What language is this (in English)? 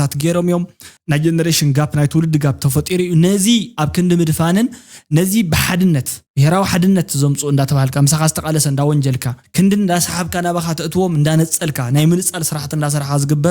Tigrinya